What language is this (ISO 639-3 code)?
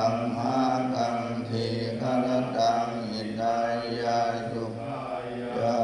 pli